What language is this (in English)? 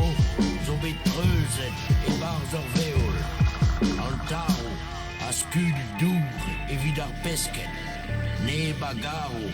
Breton